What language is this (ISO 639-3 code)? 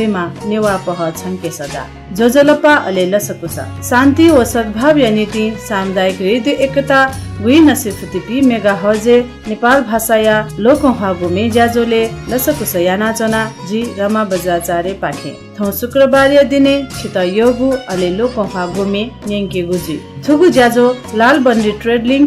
new